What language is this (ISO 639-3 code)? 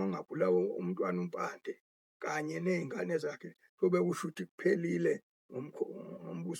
zul